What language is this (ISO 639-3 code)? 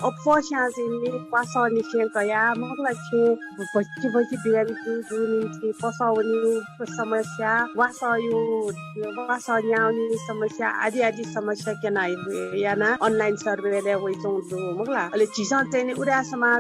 new